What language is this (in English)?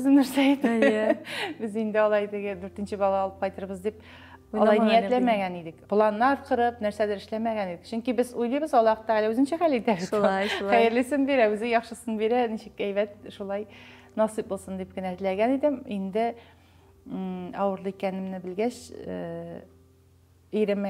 Tatar